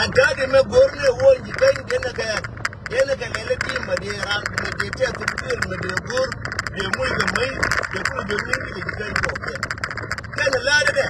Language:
Nuer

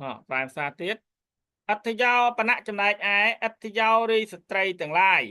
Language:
Khmer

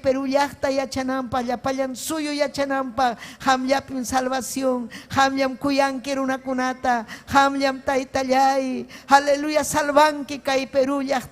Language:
Ayacucho Quechua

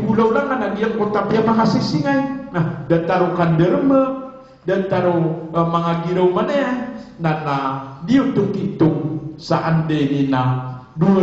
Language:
Maranao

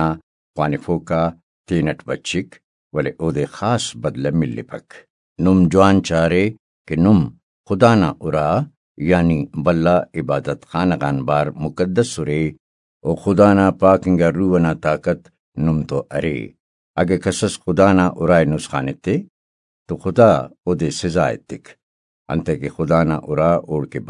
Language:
Brahui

